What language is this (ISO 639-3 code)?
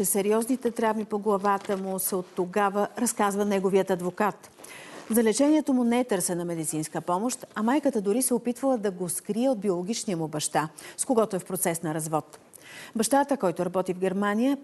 bul